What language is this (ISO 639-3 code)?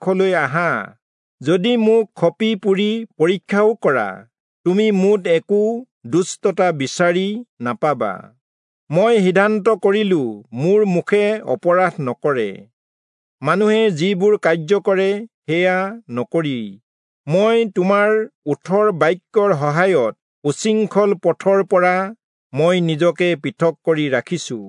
asm